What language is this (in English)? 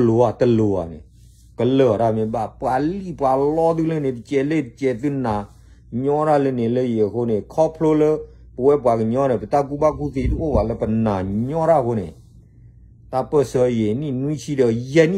S'gaw Karen